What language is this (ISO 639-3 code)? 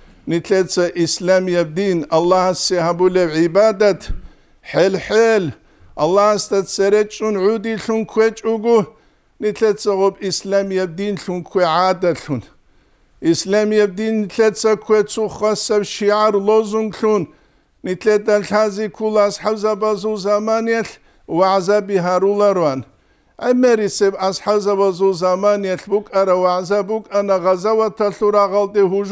ava